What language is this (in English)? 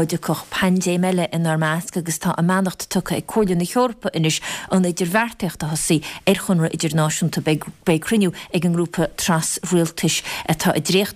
Irish